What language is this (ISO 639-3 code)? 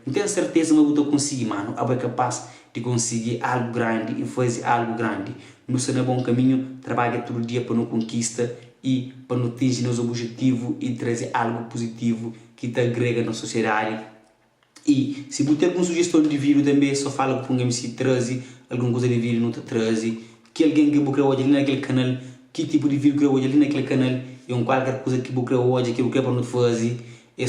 kea